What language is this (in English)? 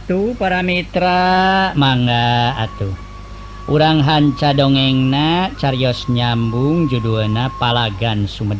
Sundanese